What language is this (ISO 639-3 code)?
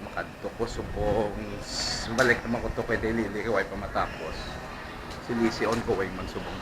hil